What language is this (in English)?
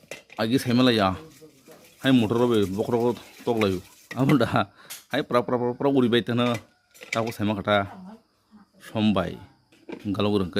Kok Borok